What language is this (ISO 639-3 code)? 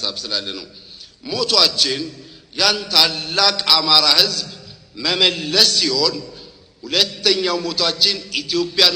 amh